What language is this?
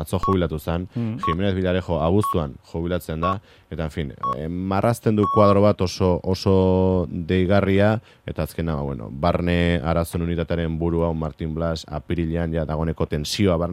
Basque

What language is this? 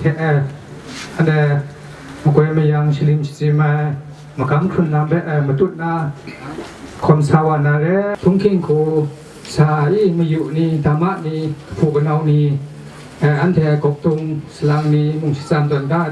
Kachin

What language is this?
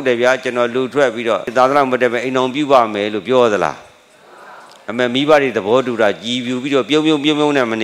Burmese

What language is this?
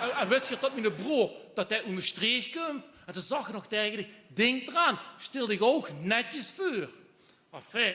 Limburgish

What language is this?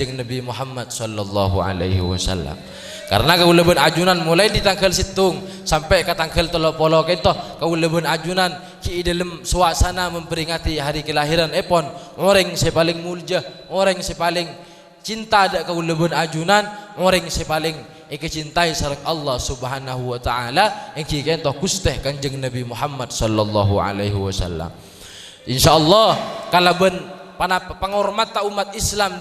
Madurese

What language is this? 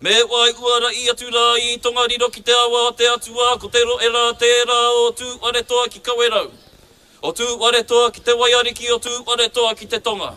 Māori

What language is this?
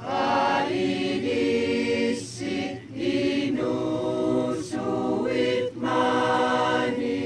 Kalaallisut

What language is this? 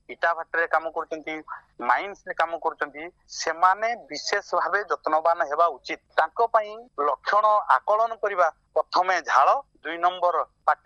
Odia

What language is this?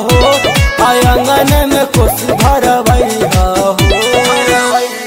Bhojpuri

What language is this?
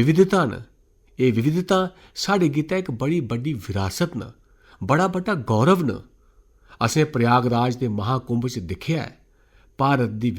Dogri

